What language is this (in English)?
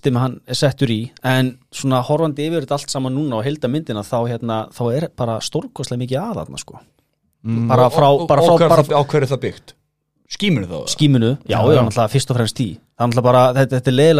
Icelandic